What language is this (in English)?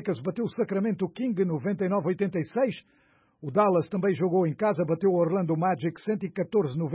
Portuguese